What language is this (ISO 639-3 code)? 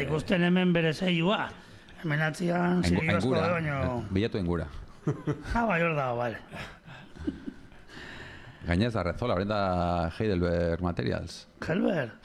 eus